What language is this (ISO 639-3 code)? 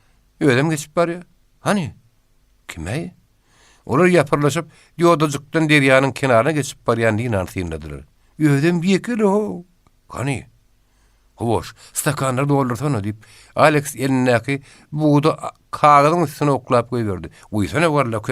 tuk